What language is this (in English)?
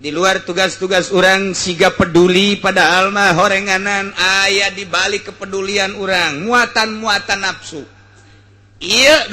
Sundanese